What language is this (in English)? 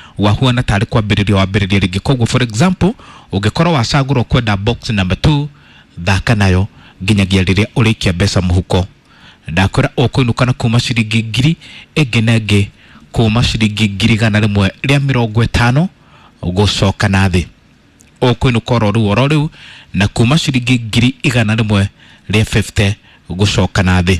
Kikuyu